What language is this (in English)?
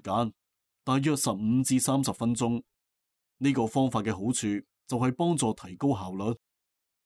Cantonese